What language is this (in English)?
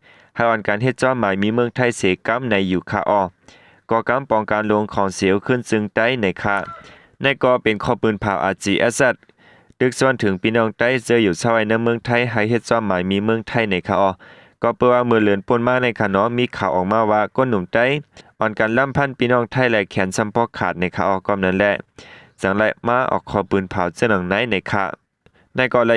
Shan